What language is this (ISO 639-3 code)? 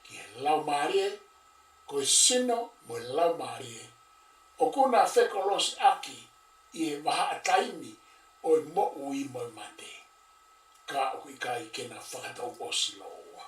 ton